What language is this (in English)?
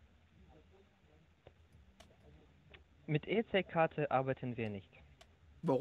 German